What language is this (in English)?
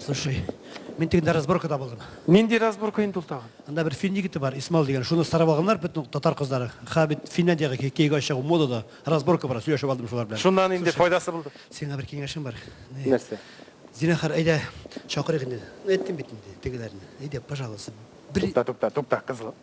Tatar